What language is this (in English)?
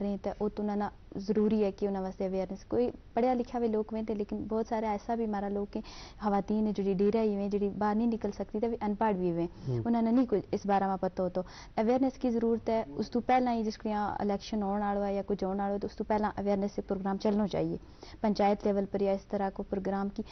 Gujari